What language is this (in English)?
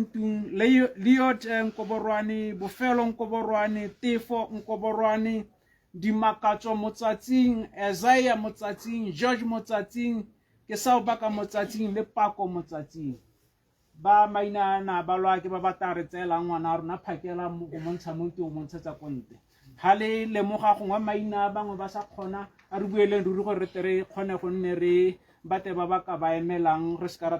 Tswana